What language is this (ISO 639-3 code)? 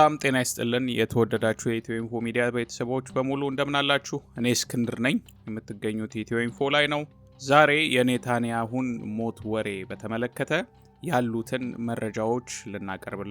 amh